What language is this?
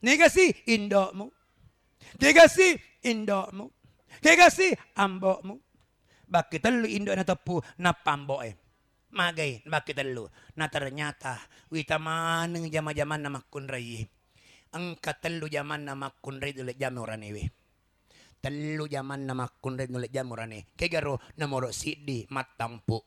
Buginese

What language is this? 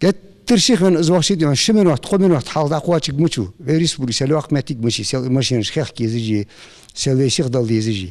Ingush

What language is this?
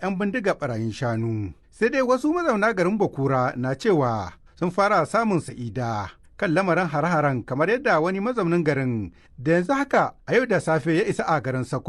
Hausa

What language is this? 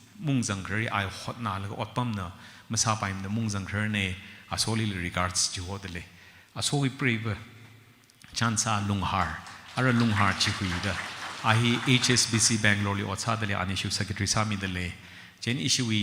Tangkhul Naga (India)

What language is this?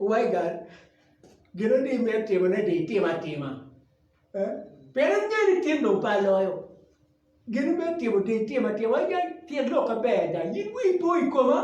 Acoli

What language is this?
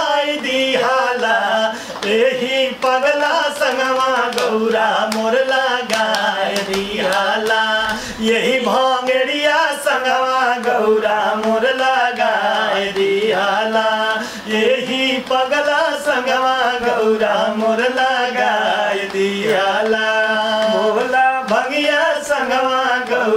Bhojpuri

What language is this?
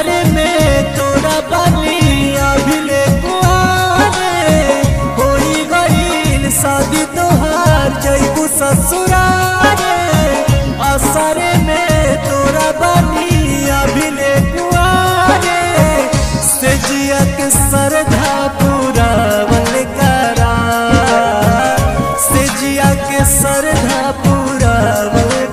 Bhojpuri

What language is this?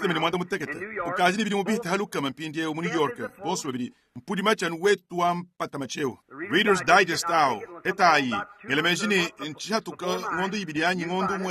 Luba-Lulua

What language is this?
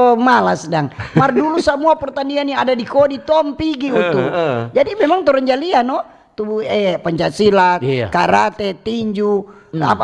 Manado Malay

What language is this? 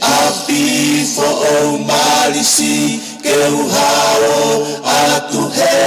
Tongan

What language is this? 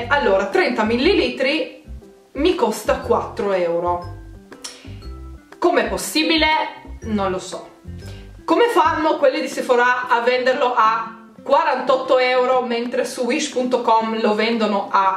Italian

